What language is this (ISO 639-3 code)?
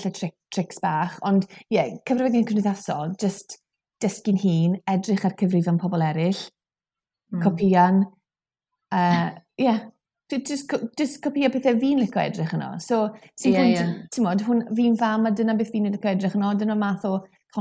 cym